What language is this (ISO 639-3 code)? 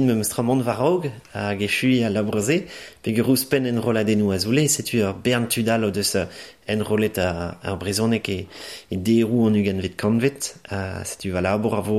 bre